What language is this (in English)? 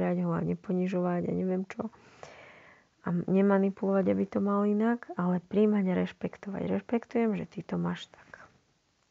Slovak